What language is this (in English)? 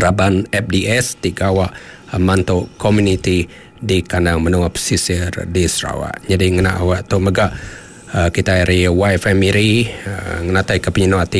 Iban